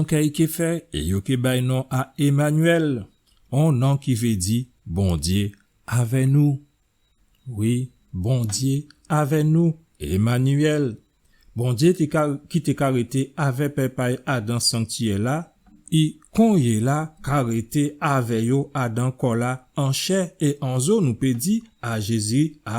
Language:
Guadeloupean Creole French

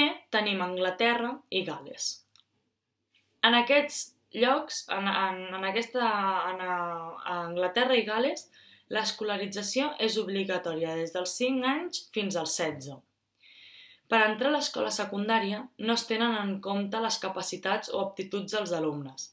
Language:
Catalan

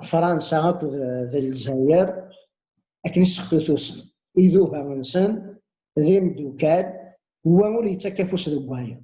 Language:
Kabyle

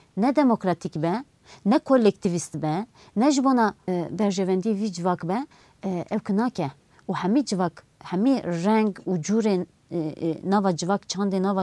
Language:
Kurdish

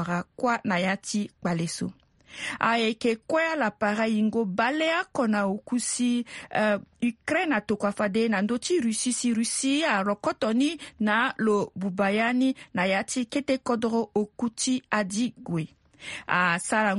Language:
Sango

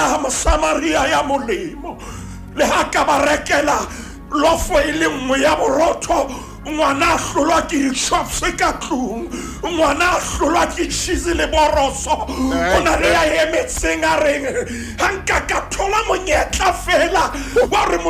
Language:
Southern Sotho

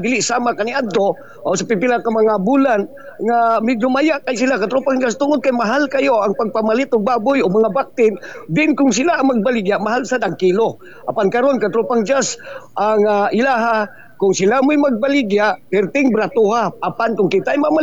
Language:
Cebuano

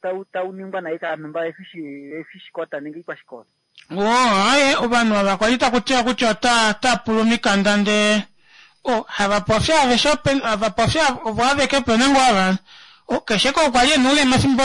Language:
Kuanyama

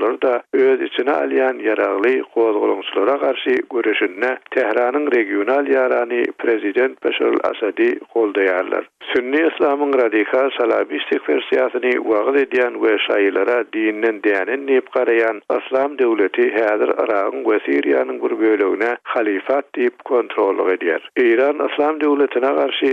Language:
Turkmen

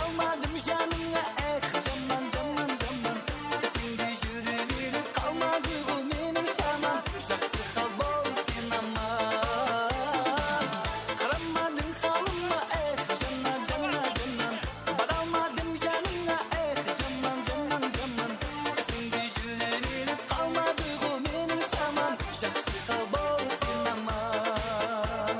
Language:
Kara-Kalpak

